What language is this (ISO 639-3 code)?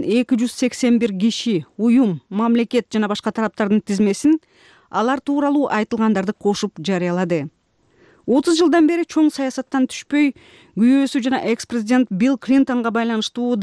kir